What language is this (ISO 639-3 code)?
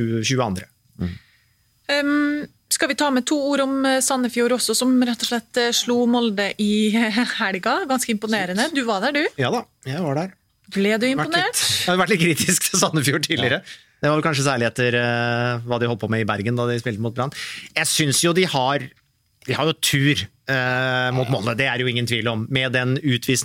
nor